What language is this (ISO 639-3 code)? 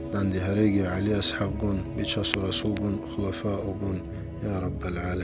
ava